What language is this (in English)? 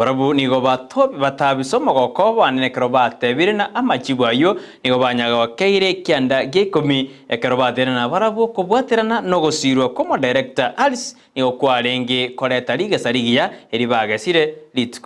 Gusii